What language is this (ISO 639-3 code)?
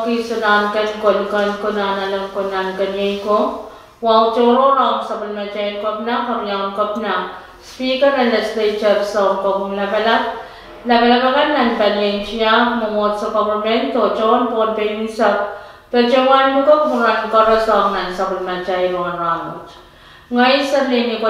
pon